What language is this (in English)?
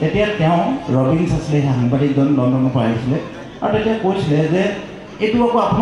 Assamese